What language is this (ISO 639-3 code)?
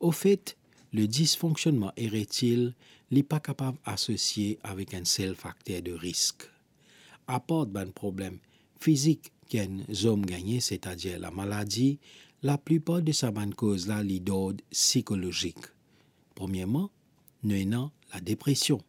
mfe